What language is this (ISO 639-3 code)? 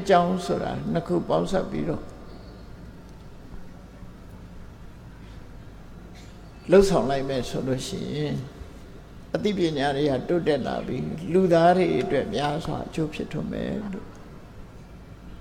mya